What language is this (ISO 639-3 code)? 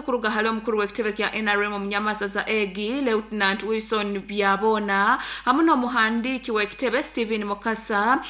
nyo